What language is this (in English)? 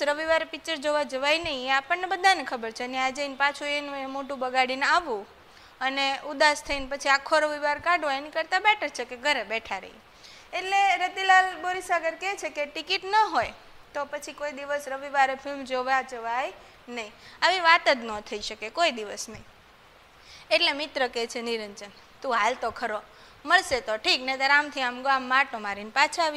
Gujarati